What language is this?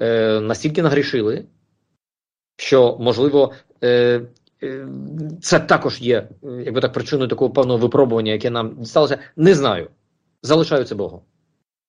Ukrainian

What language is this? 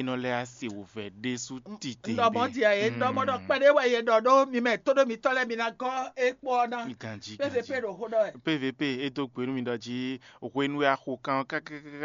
Fon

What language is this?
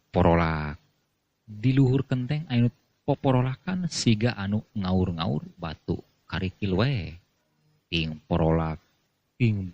Sundanese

